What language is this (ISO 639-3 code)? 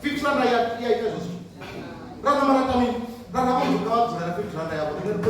ven